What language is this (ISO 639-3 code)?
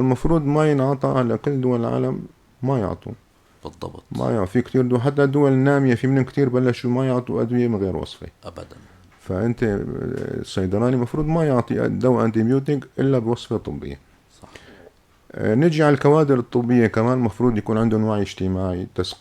apc